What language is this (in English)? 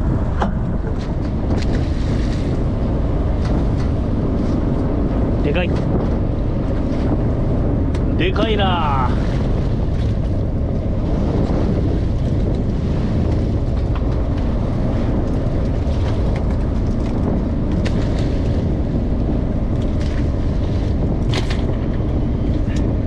Japanese